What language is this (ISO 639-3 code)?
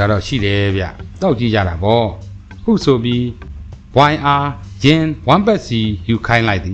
mya